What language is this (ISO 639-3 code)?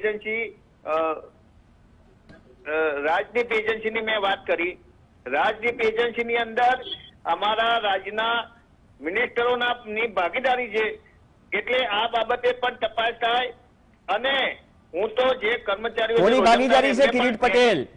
guj